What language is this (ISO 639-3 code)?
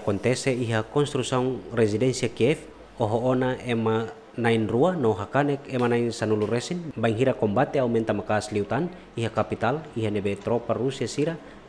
tet